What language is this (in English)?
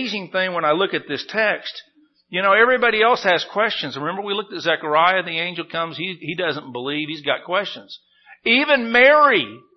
English